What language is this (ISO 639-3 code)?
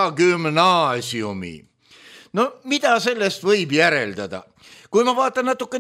est